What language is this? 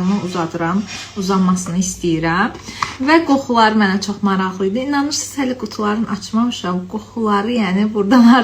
Azerbaijani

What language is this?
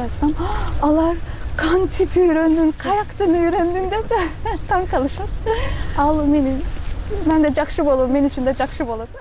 Kyrgyz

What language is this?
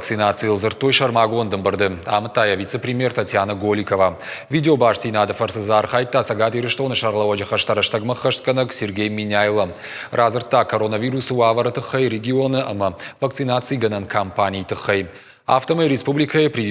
Ossetic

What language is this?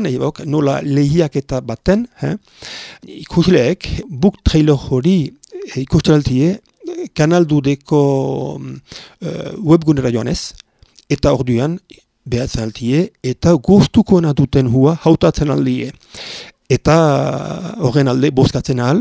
Basque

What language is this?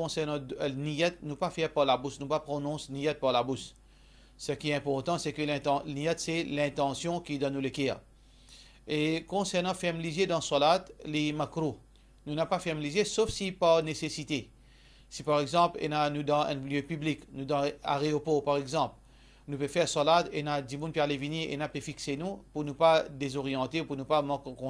Morisyen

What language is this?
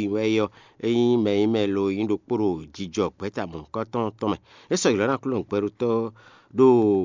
Fon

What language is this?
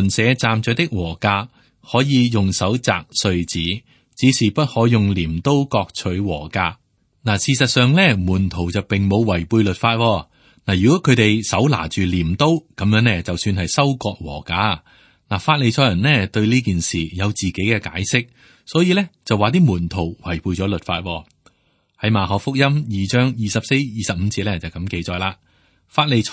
Cantonese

